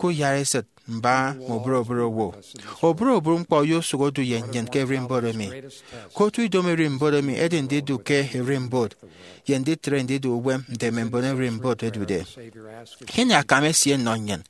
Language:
Efik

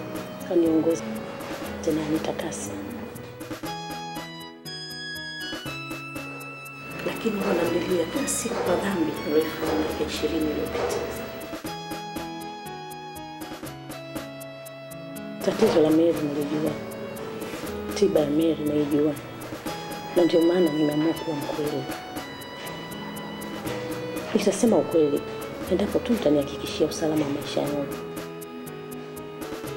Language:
Swahili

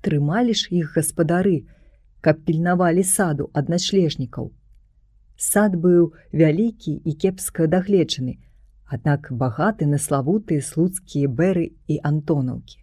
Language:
Belarusian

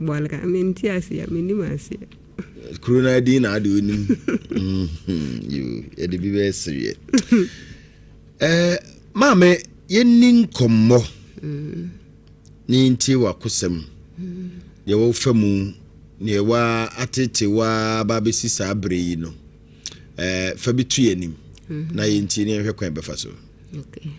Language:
Akan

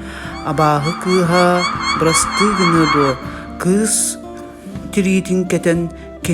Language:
Yakut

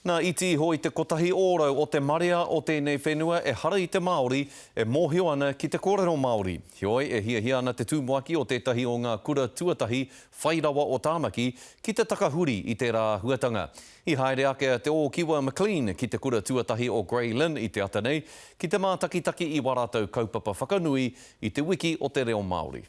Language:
Māori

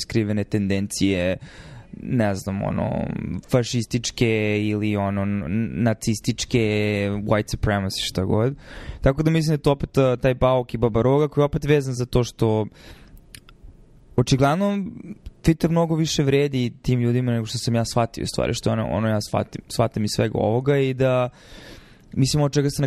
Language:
Serbian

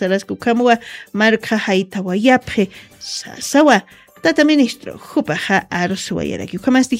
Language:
Aymara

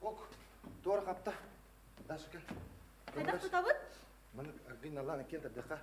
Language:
Yakut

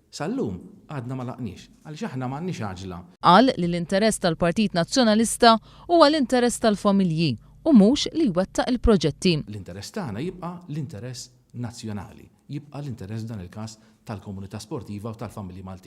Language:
Maltese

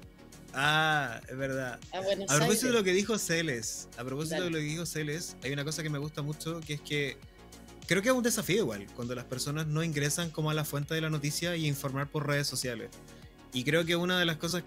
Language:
Spanish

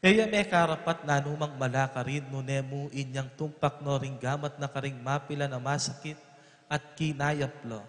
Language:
Pampanga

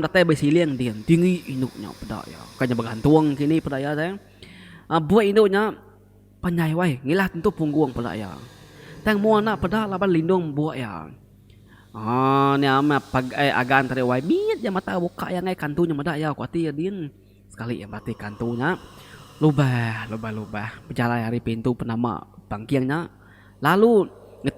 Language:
Iban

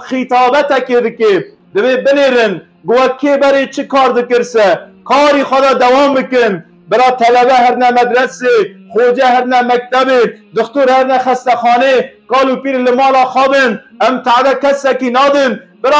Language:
Kurdish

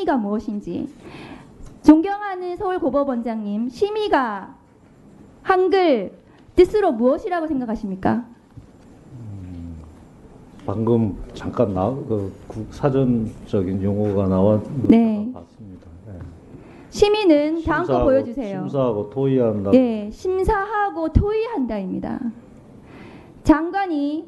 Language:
Korean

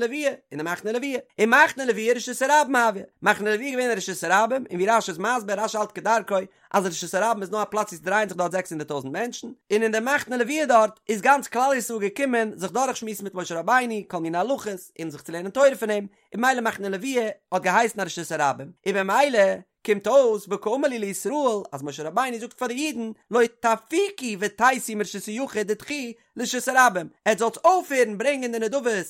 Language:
Yiddish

